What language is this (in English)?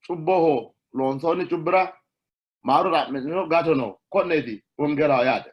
Sidamo